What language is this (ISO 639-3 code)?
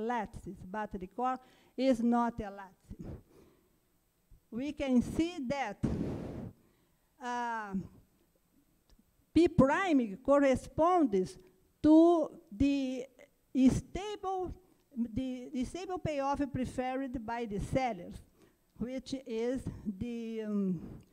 eng